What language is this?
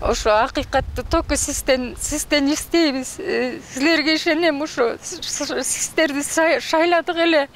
Kyrgyz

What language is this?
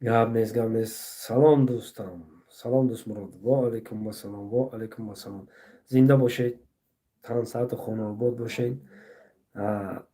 Tajik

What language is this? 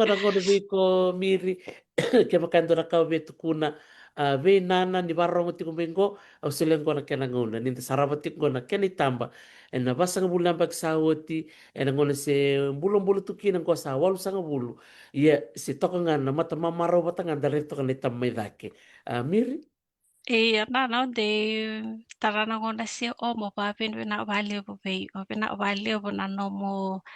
Fijian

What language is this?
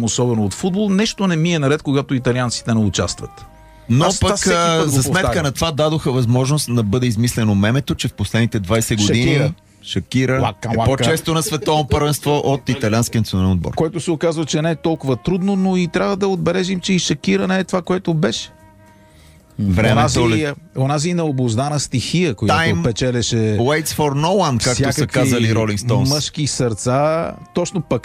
Bulgarian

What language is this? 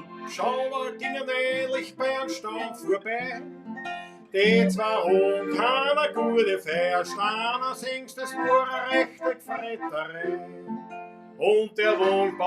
Bavarian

